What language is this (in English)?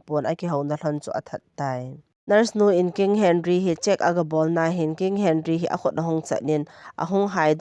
Thado Chin